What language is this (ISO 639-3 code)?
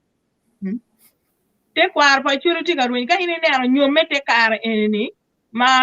ach